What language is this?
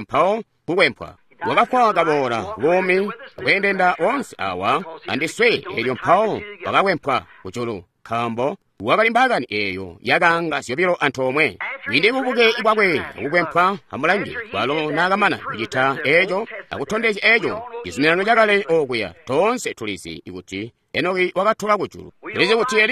Tonga (Zambia)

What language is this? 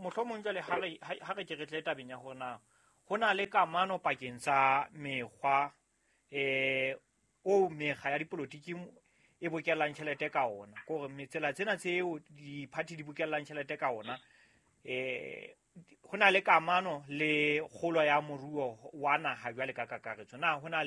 Southern Sotho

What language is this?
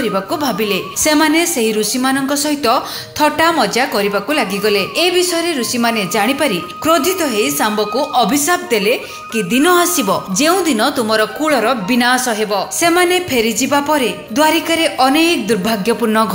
Odia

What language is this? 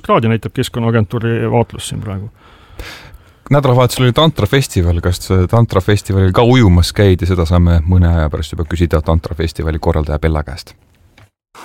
Estonian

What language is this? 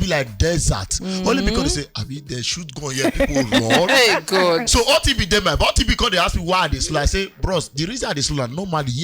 Nigerian Pidgin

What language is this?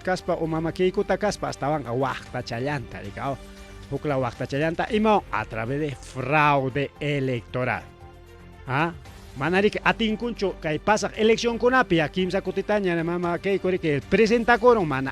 Ayacucho Quechua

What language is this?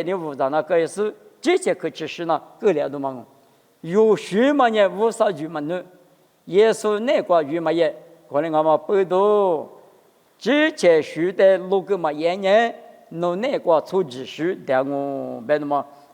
Lisu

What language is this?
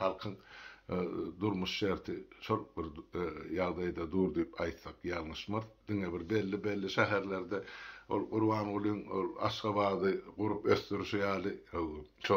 Turkmen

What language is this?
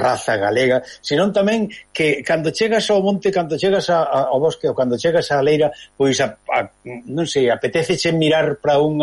Galician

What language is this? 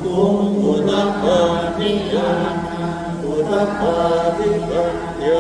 Pali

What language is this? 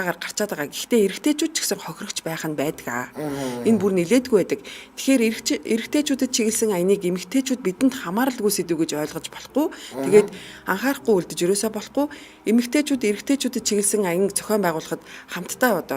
Mongolian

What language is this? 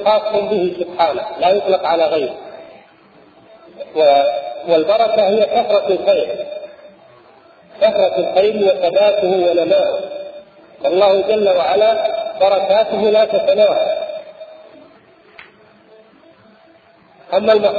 Arabic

